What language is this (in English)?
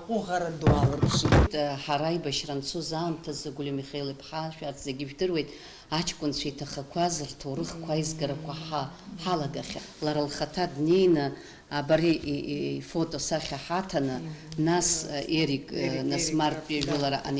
Abkhazian